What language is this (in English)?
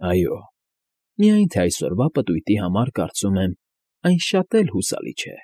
Armenian